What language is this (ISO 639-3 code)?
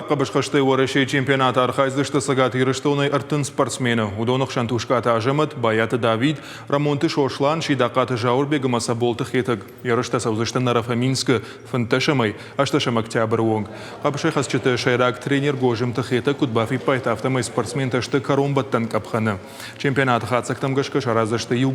oss